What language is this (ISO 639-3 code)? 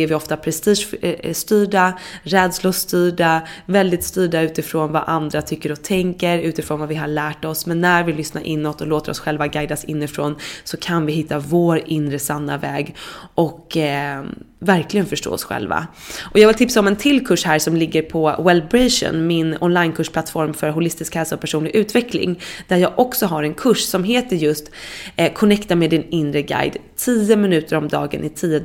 swe